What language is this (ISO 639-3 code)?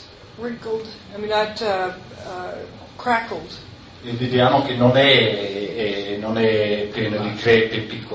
ita